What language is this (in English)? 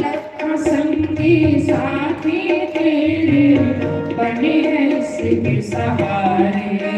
Dogri